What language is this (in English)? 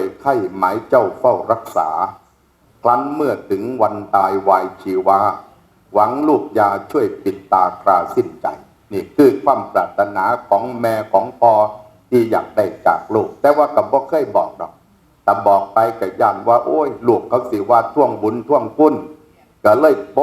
Northeastern Thai